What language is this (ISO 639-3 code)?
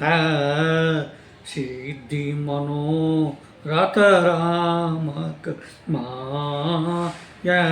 mai